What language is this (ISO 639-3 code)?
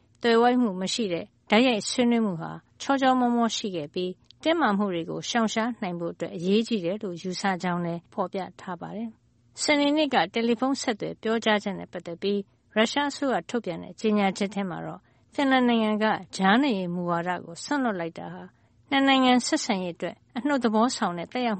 mya